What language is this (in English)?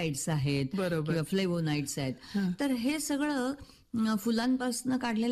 Marathi